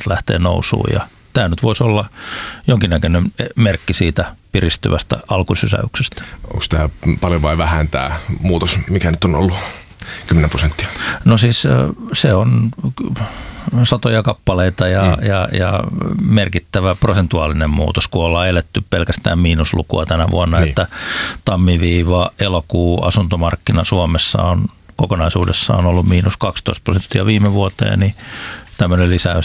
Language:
Finnish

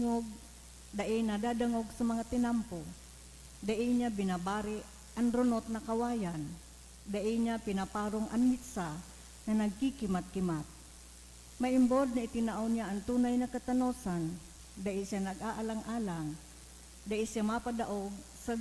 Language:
Bikol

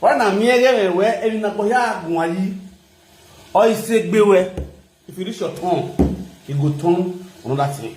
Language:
Nigerian Pidgin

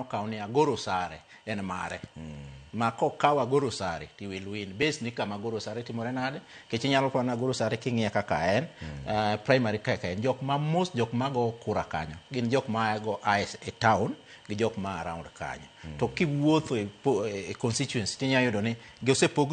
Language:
Luo (Kenya and Tanzania)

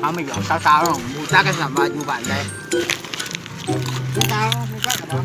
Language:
Lao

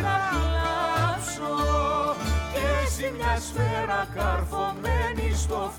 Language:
Greek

